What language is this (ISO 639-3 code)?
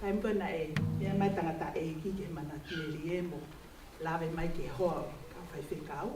ton